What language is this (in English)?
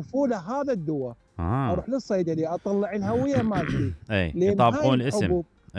Mesopotamian Arabic